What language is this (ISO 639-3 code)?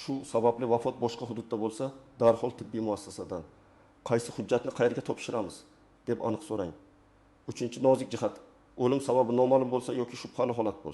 uzb